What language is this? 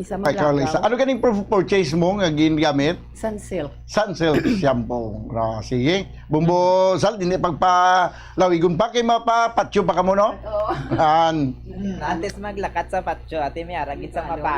Hiligaynon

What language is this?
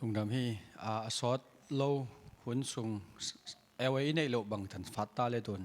Tedim Chin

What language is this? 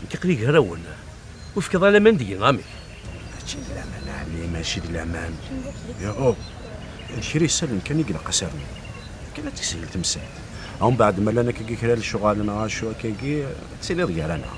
Kabyle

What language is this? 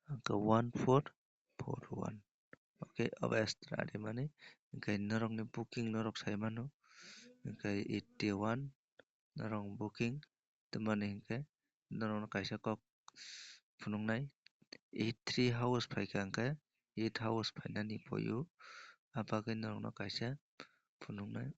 Kok Borok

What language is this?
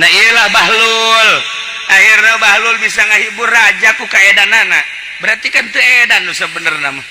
Sundanese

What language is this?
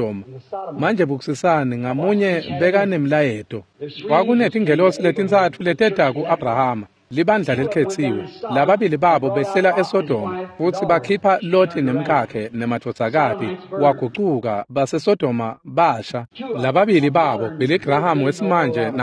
Swati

